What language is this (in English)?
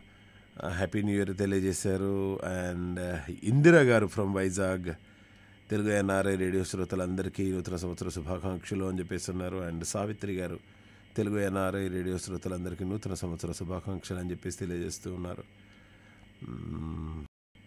Telugu